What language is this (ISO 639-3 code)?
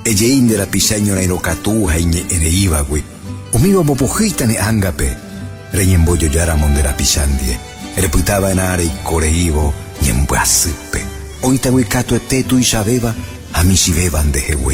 grn